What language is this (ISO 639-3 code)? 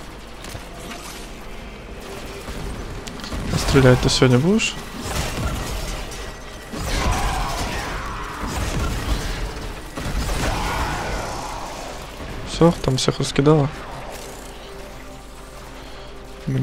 rus